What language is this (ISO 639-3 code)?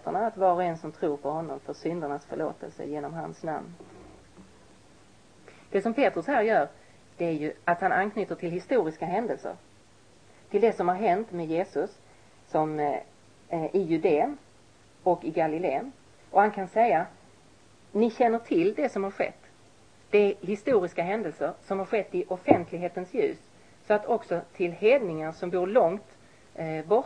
swe